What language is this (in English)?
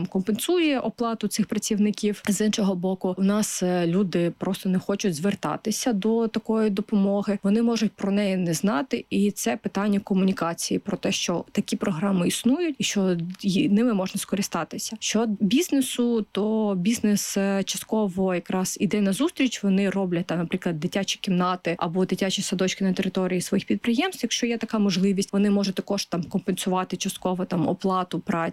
Ukrainian